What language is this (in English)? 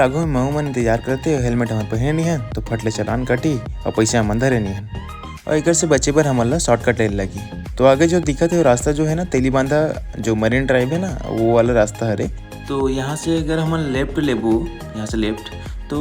Chhattisgarhi